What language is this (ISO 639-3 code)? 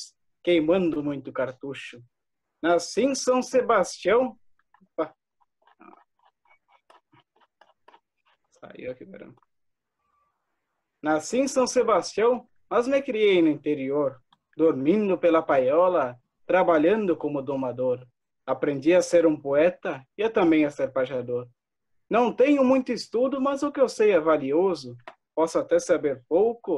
por